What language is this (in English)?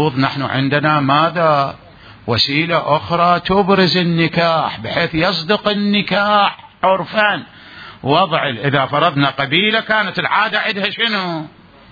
Mesopotamian Arabic